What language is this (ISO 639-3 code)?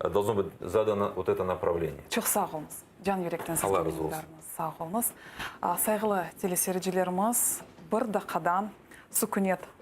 crh